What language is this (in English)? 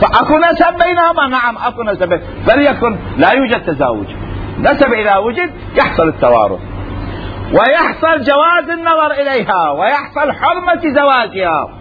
Mesopotamian Arabic